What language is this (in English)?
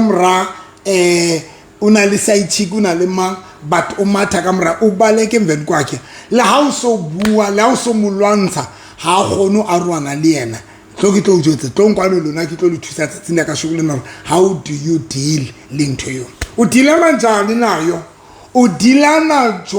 Southern Sotho